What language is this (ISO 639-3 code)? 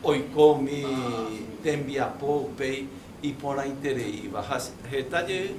grn